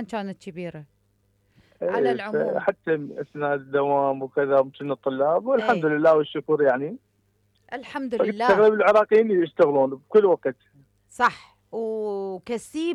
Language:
Mesopotamian Arabic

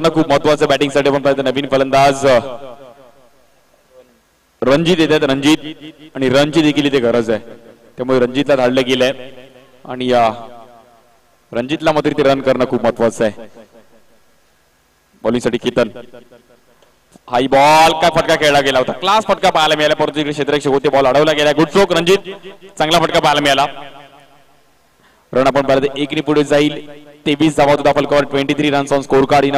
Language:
Marathi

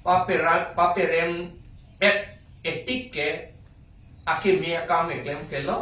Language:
Karbi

